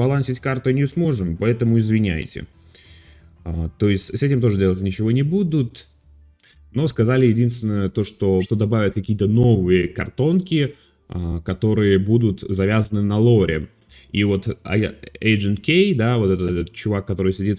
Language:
Russian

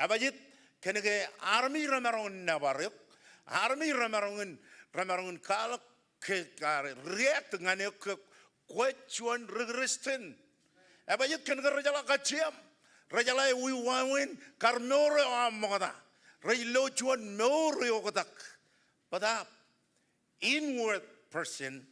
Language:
Marshallese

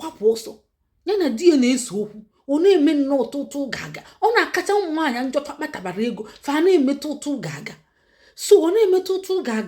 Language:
Igbo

